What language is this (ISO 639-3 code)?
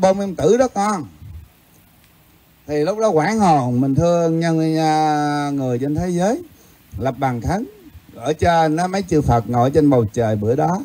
vie